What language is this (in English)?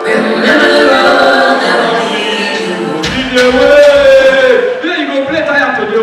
Nigerian Pidgin